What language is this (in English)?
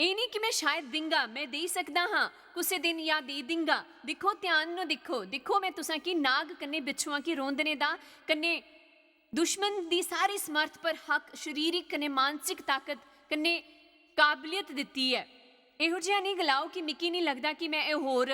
Dogri